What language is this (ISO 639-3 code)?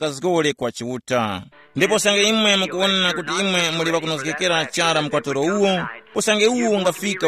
tum